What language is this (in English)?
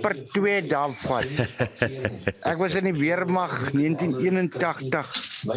Afrikaans